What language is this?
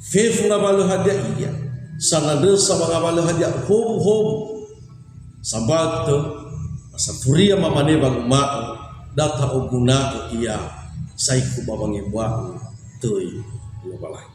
Nias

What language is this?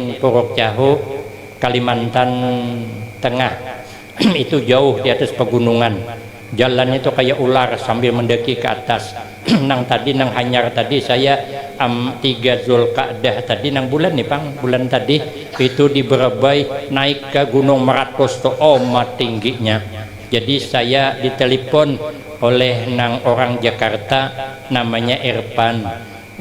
Banjar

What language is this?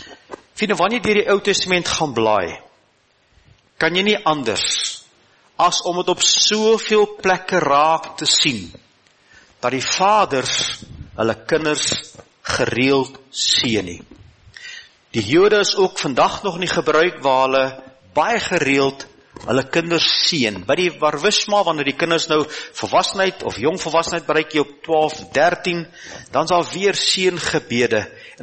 Afrikaans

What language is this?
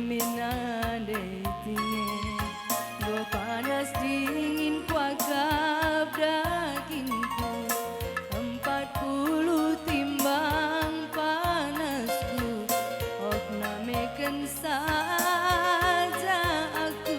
Batak Karo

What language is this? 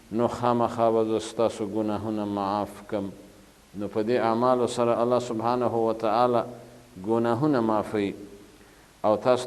Pashto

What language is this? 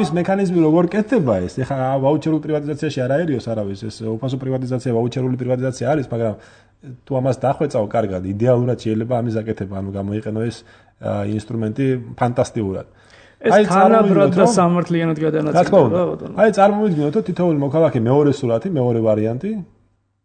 Georgian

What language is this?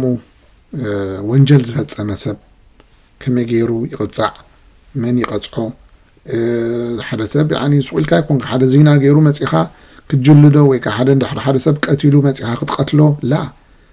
Tigrinya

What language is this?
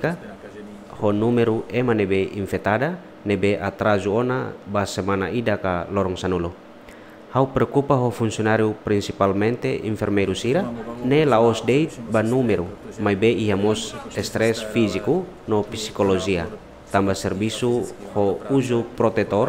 Tetum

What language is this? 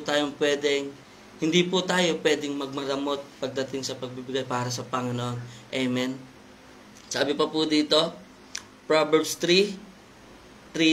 Filipino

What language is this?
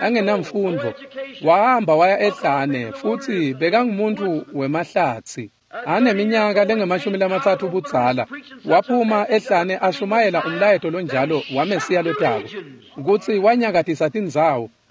Swati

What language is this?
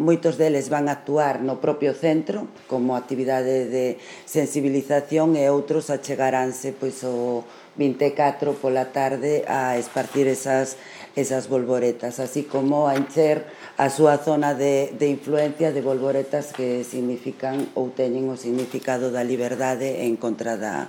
Galician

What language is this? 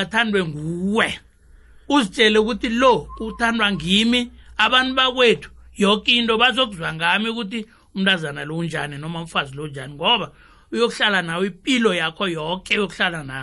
South Ndebele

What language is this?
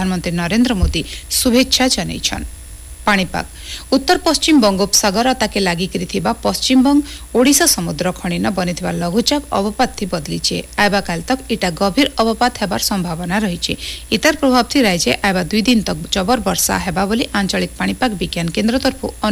Odia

